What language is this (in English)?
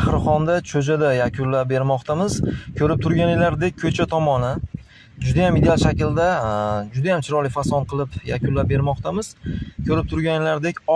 Uzbek